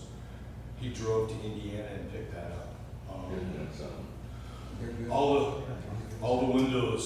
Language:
English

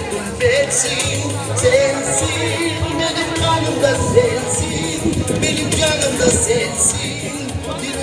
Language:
Crimean Tatar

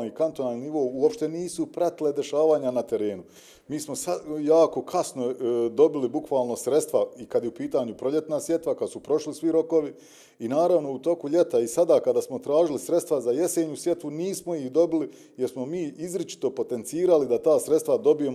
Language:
Bosnian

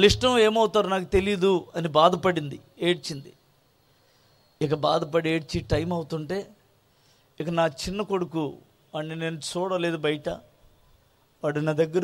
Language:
Telugu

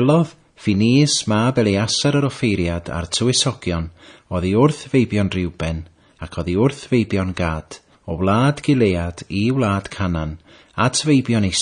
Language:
Welsh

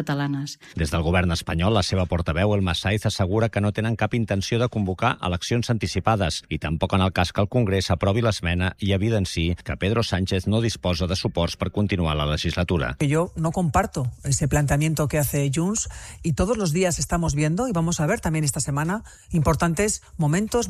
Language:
Catalan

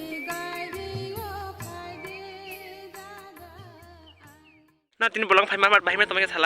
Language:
Kok Borok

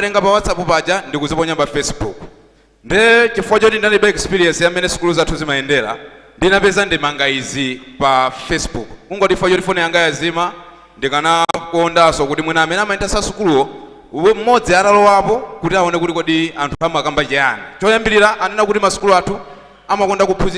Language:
Nyanja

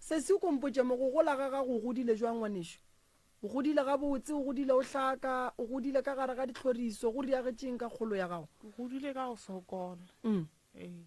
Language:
Northern Sotho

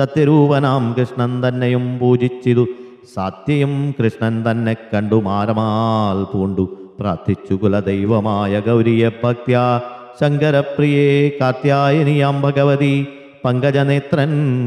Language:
Malayalam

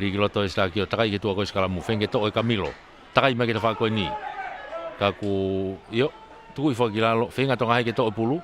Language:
Tongan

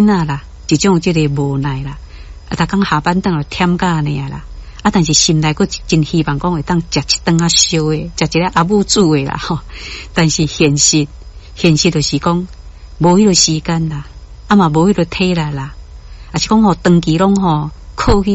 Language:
Min Nan Chinese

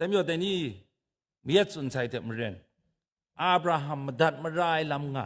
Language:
Kachin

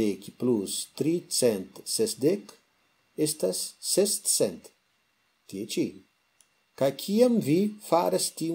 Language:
Esperanto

